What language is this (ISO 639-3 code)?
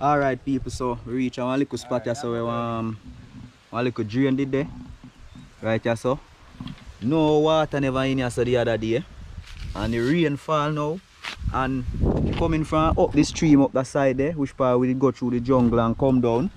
jam